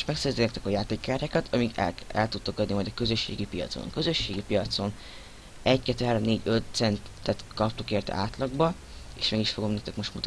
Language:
Hungarian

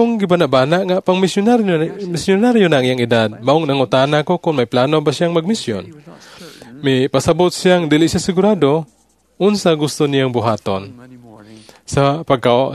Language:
Cebuano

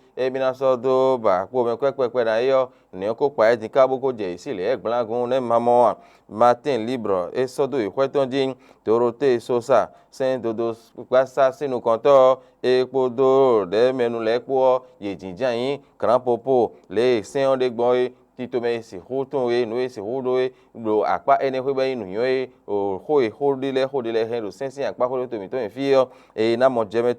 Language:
Fon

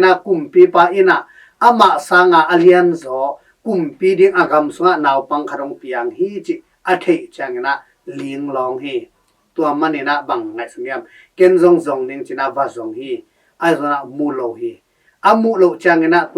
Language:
Tedim Chin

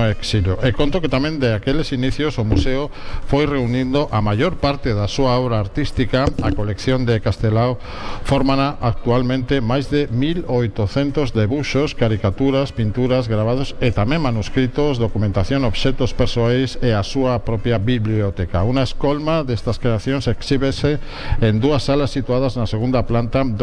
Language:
Galician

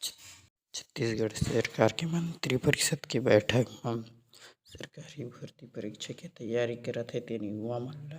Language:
Chhattisgarhi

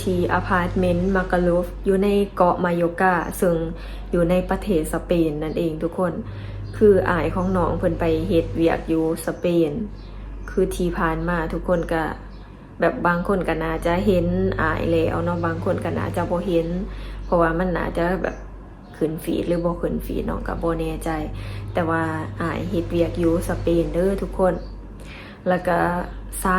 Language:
Lao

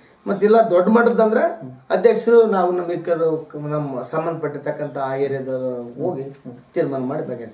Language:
Kannada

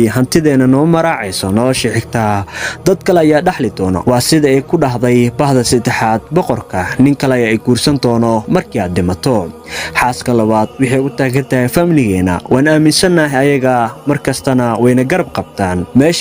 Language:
Somali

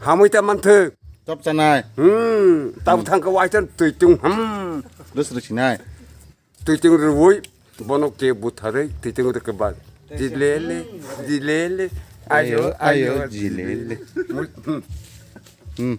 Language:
Kok Borok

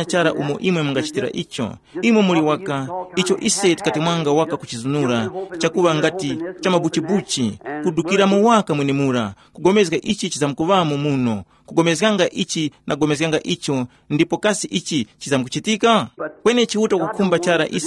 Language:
Tumbuka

